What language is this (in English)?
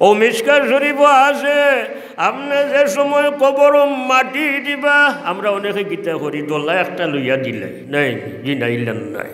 Sylheti